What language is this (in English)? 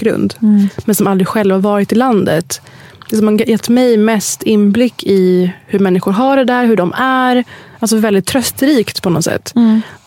Swedish